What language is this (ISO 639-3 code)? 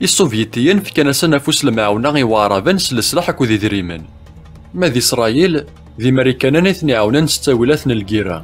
kab